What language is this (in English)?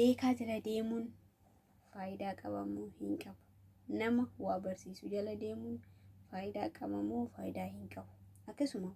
Oromo